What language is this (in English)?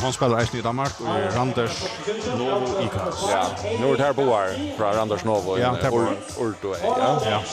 Faroese